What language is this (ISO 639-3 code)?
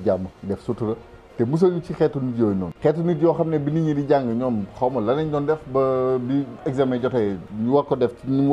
wol